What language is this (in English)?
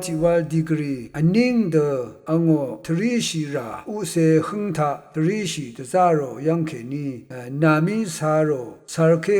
Rawang